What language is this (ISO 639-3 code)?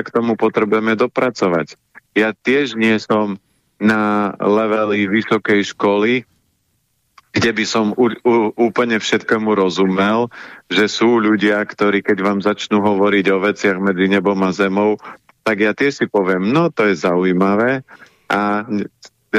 slk